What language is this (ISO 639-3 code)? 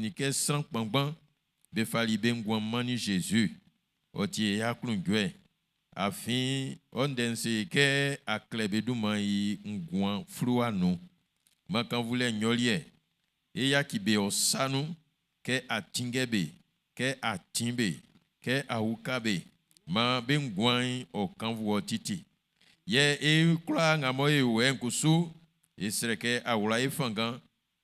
bci